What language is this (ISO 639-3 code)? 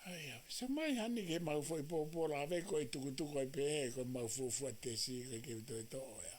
ton